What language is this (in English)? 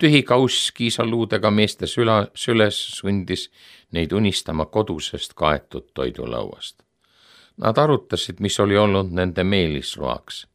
Estonian